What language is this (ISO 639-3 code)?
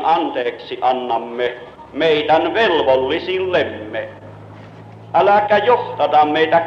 fin